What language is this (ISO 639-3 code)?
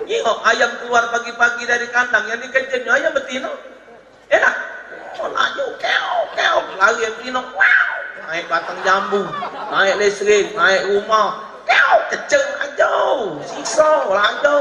mui